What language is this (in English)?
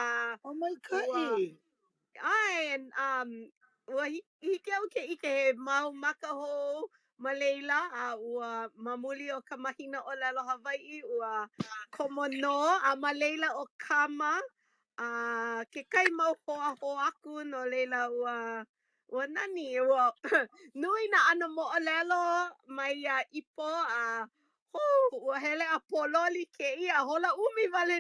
Hawaiian